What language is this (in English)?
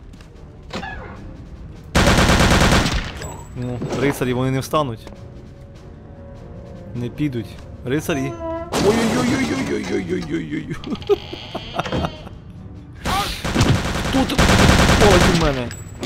Ukrainian